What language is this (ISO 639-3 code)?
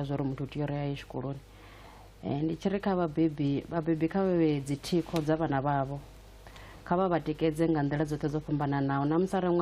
ven